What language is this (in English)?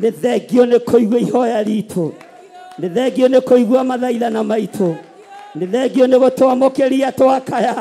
Kikuyu